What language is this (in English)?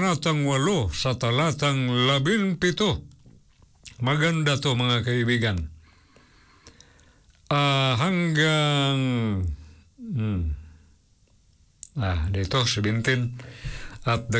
Filipino